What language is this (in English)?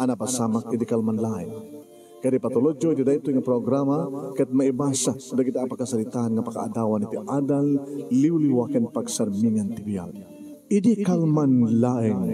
Iloko